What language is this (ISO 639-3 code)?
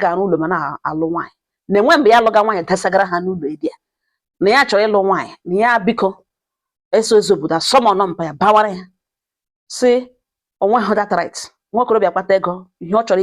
ibo